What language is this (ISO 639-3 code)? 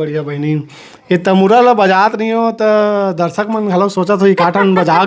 hne